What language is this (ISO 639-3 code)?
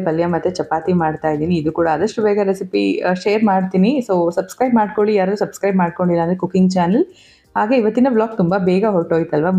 kan